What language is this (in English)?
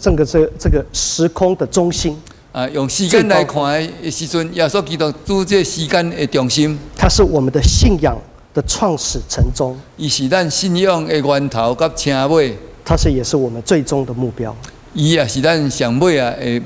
Min Nan Chinese